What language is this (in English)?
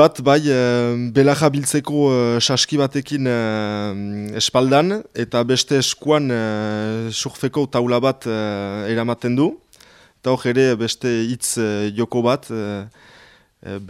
Basque